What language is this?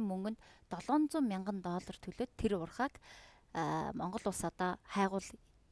Mongolian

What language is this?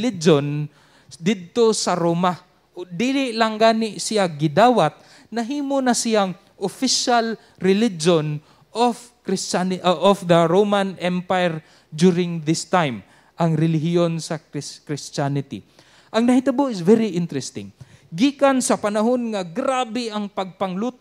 Cebuano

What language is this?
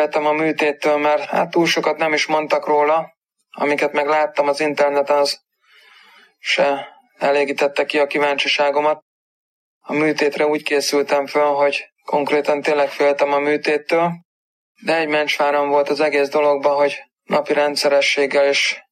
Hungarian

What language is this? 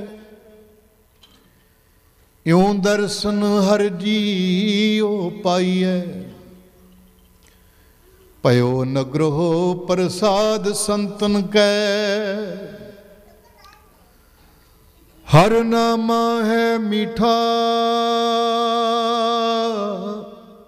Punjabi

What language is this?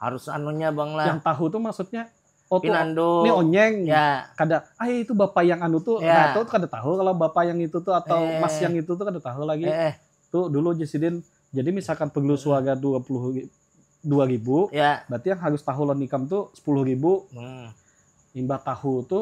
Banjar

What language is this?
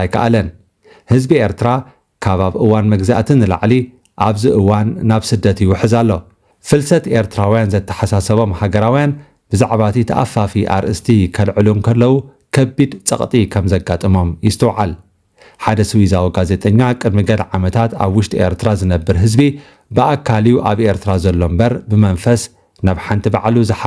Tigrinya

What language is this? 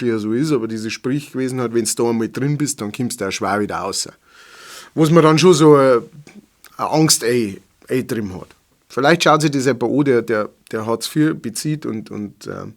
Bavarian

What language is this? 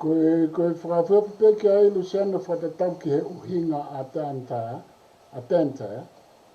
Tongan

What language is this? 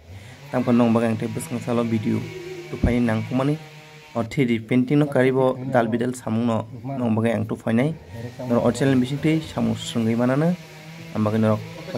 Kok Borok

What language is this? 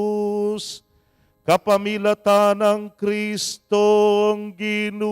Pampanga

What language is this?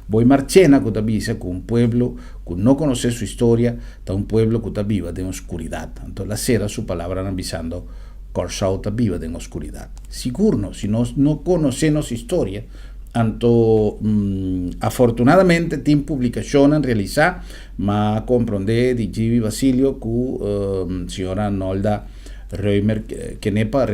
Papiamento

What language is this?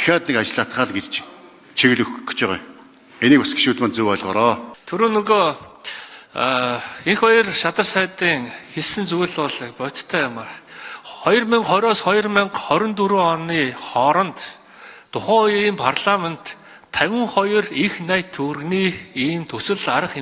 Mongolian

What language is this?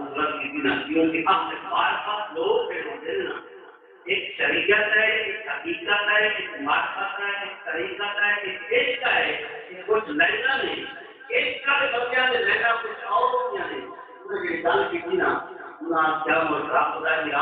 Saraiki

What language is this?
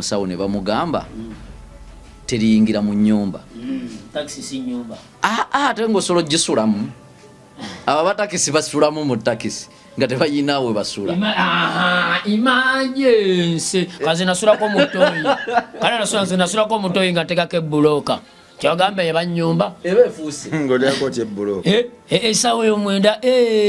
Ganda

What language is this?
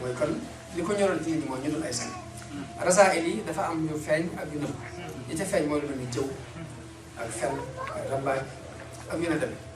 Wolof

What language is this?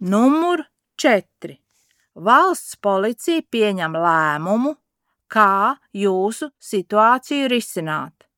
Latvian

